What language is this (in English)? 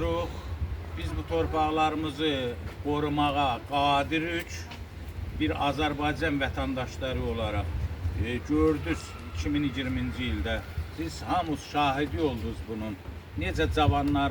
Azerbaijani